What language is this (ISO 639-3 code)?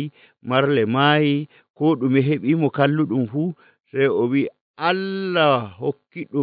fuv